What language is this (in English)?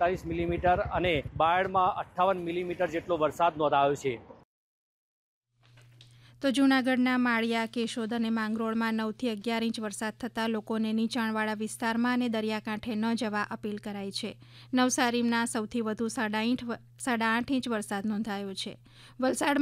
Gujarati